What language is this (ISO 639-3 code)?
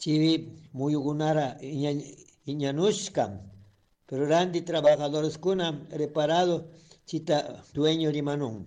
qug